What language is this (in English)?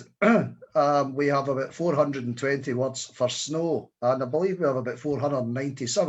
Scots